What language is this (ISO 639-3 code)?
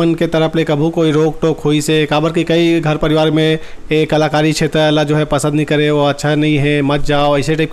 hne